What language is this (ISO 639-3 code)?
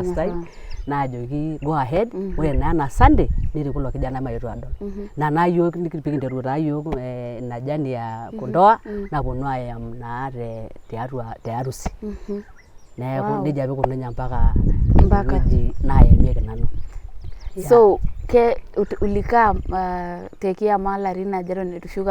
mas